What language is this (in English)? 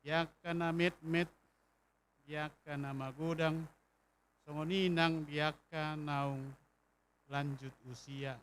Batak Toba